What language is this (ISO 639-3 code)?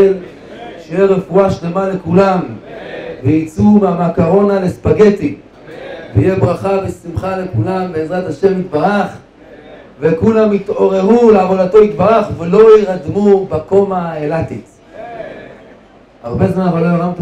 heb